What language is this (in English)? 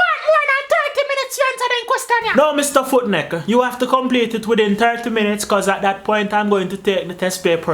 Jamaican Creole English